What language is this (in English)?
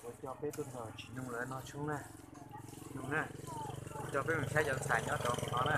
Hmong